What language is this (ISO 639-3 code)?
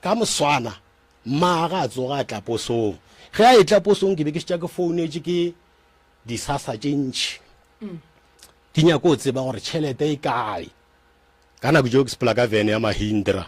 nso